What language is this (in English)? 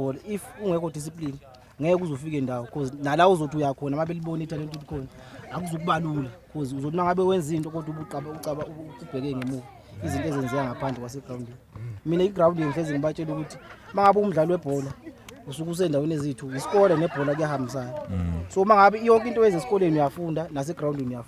Zulu